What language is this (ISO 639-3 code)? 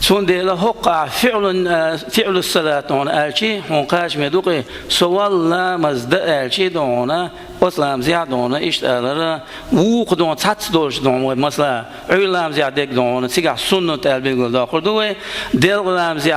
che